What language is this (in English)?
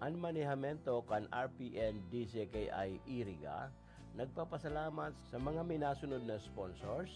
Bikol